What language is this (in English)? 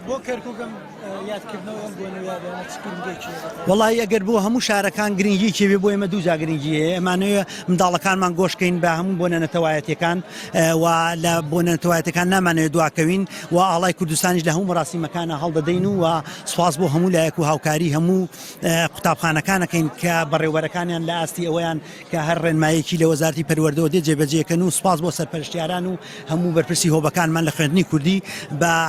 Central Kurdish